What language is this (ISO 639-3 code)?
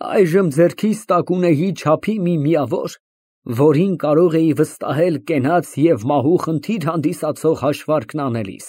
hye